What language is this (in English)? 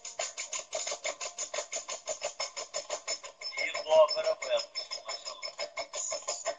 Turkish